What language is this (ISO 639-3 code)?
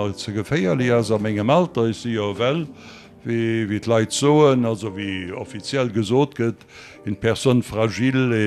ltz